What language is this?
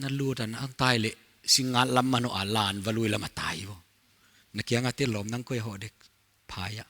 Paite Chin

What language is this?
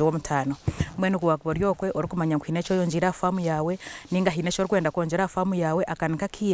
Nyankole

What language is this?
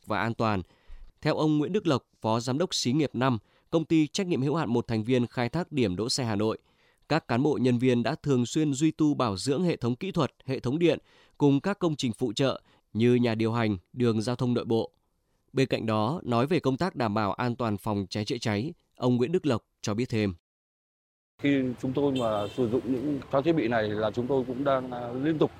Vietnamese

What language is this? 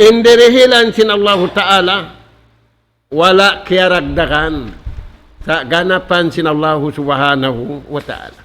Tausug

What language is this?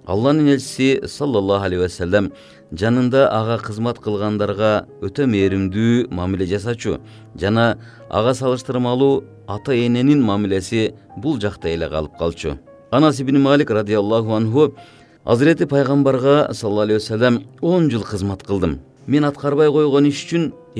Kyrgyz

